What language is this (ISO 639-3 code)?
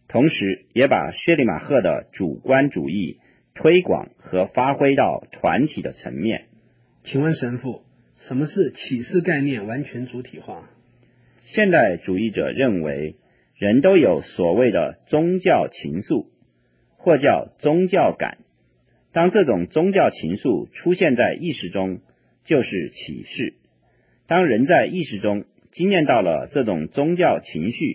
zho